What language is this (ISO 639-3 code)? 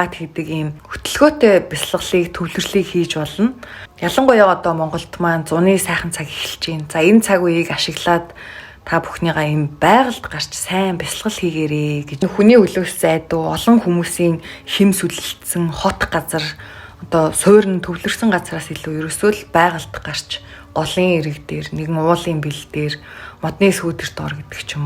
mon